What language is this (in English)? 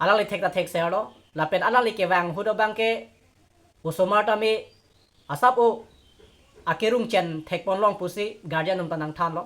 Karbi